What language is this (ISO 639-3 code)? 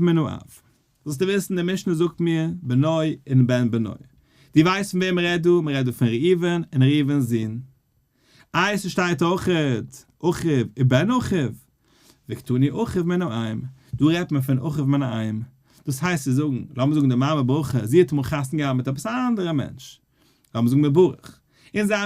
yid